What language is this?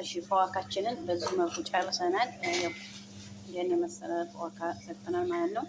Amharic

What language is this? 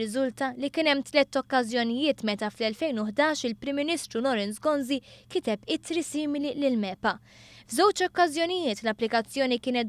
Maltese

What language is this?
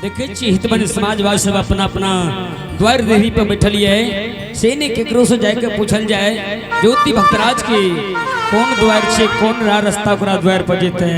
Angika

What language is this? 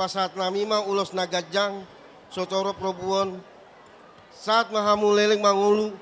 Batak Toba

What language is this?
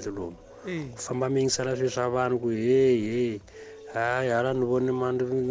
Tsonga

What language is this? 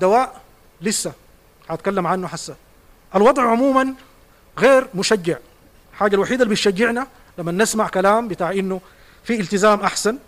Sudanese Arabic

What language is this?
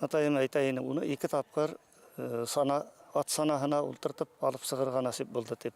Bashkir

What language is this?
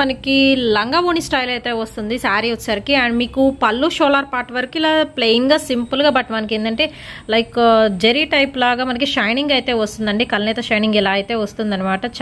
Telugu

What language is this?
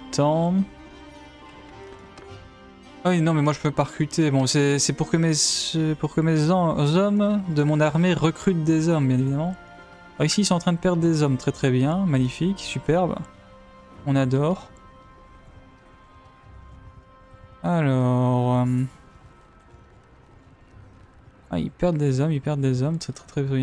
French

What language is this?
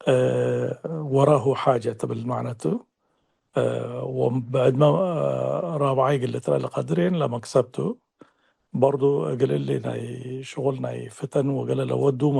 Tigre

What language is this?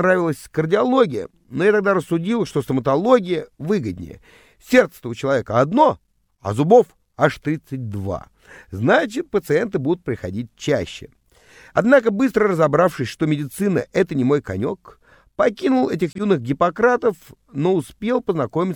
Russian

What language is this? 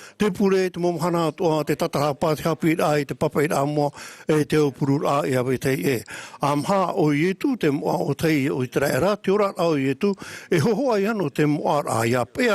Tahitian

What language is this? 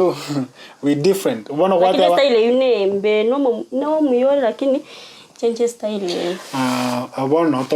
Gusii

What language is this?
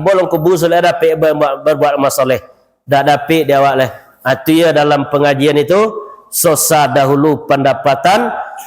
Minangkabau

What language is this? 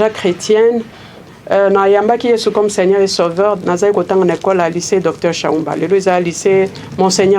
Lingala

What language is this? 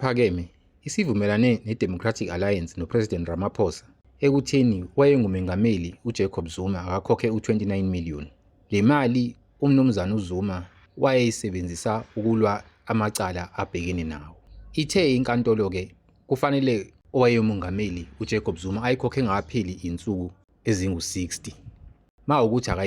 Zulu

